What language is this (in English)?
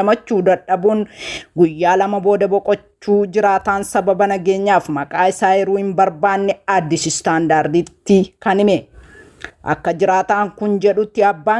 Oromo